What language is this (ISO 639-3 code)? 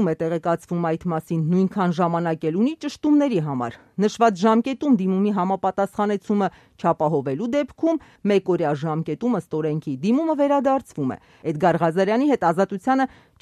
hye